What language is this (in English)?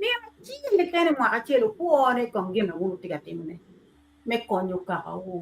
Acoli